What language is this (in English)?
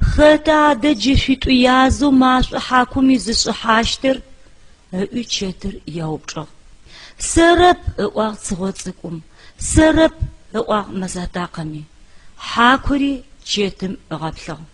Adyghe